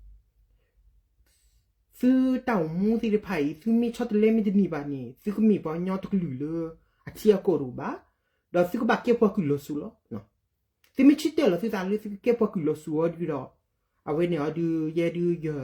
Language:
S'gaw Karen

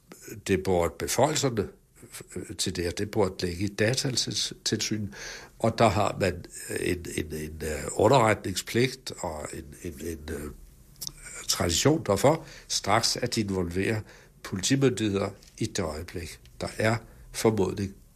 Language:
Danish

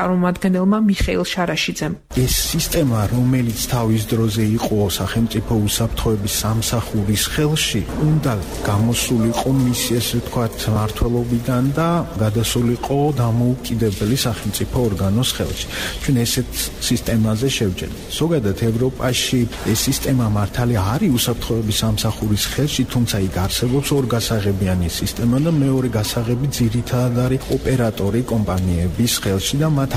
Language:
Georgian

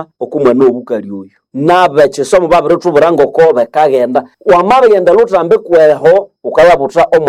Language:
Nande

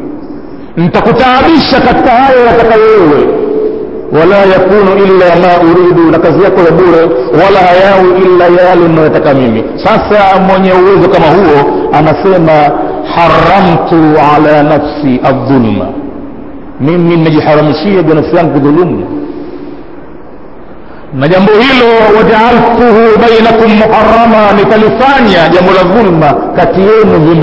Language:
Swahili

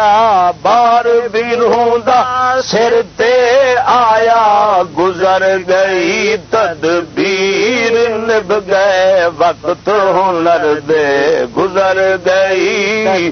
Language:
Saraiki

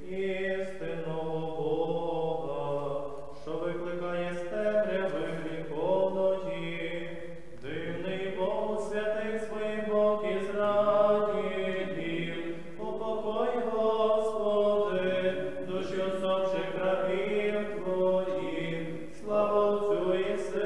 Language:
Ukrainian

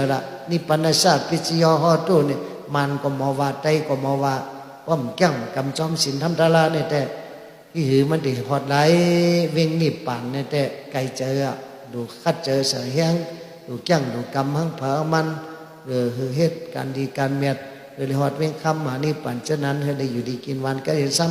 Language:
Shan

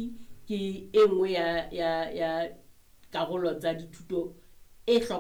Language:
Southern Sotho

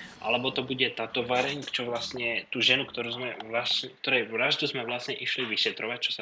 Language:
Slovak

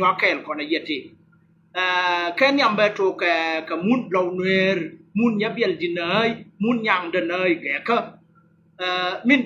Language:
Nuer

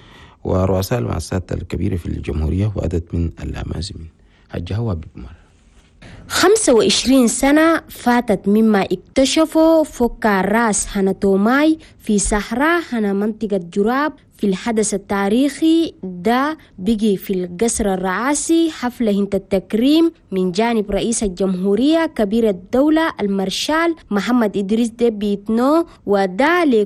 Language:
Chadian Arabic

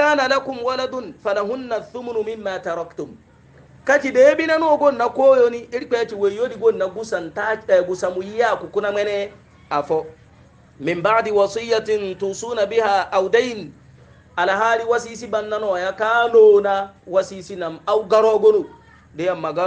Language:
Hausa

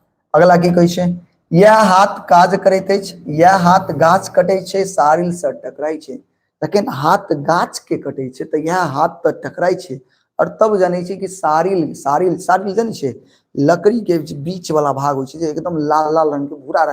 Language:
Maithili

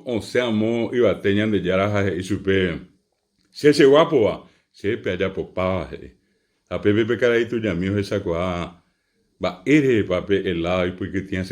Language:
Guarani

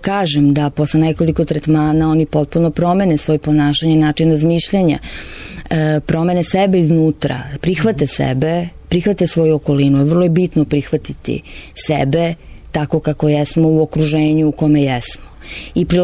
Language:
Serbian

